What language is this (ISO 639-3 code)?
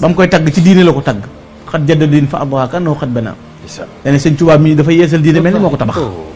wol